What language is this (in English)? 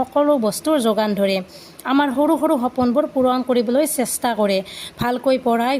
Assamese